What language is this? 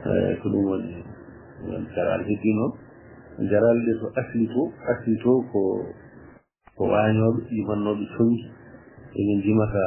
Fula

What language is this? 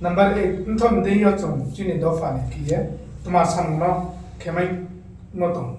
Riang (India)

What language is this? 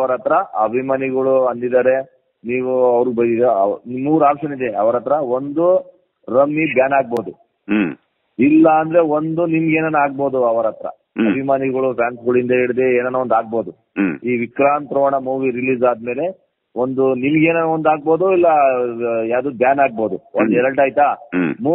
Kannada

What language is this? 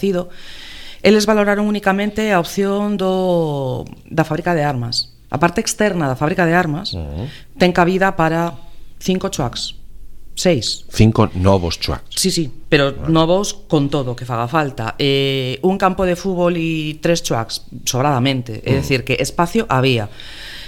Galician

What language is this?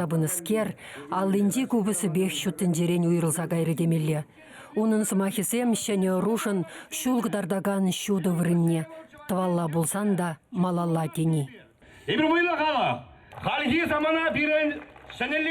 Chuvash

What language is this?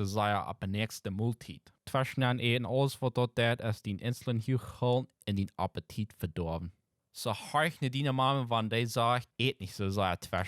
Plautdietsch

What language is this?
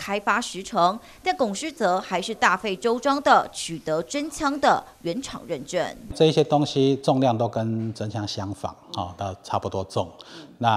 Chinese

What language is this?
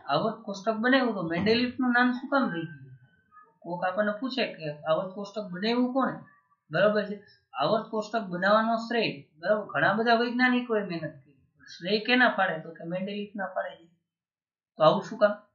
Gujarati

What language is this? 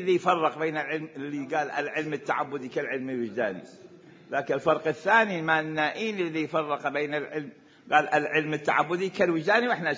Mesopotamian Arabic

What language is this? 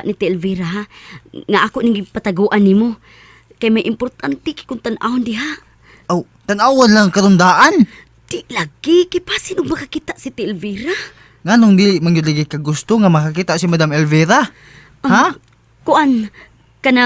Cebuano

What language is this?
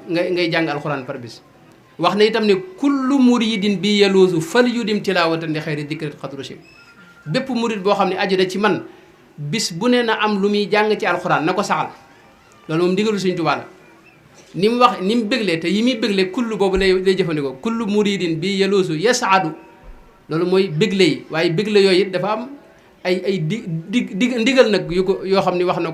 Wolof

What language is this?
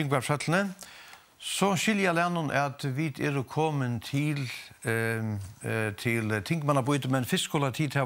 Faroese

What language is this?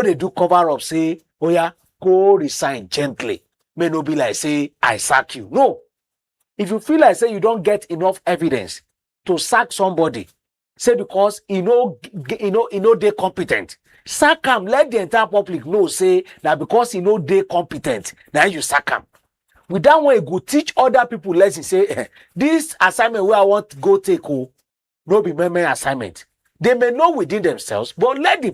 Nigerian Pidgin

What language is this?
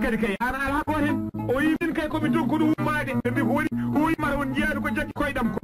Fula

